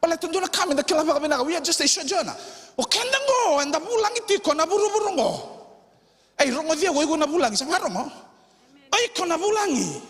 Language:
Fijian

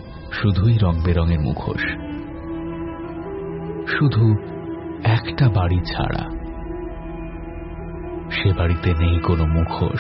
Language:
Bangla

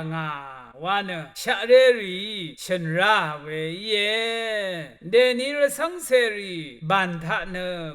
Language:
Rawang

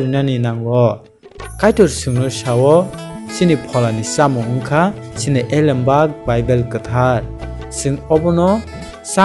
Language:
Kok Borok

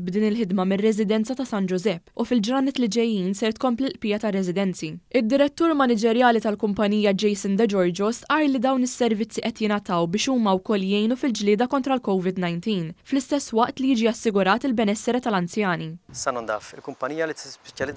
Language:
Maltese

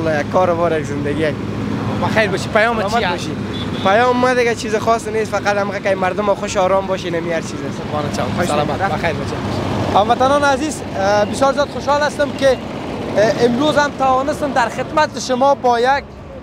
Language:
Persian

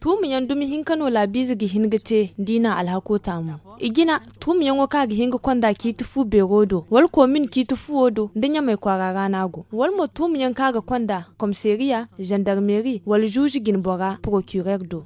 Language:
Zarma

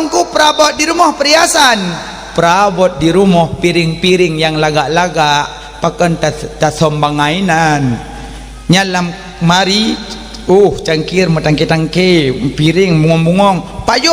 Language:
Achinese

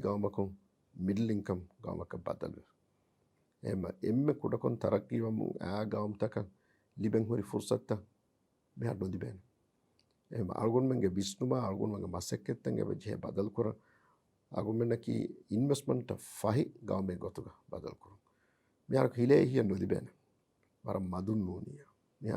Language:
Divehi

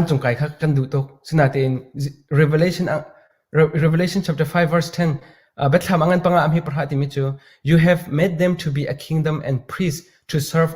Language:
Hakha Chin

